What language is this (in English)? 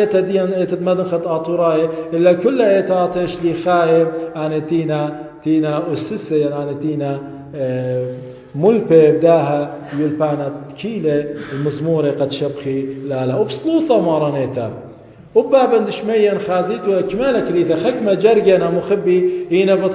Assyrian Neo-Aramaic